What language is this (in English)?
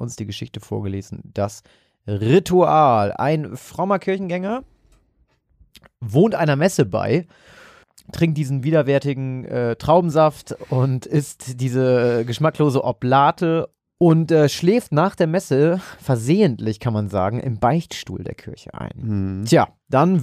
German